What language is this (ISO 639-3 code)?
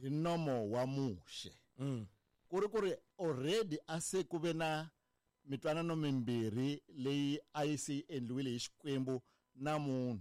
tso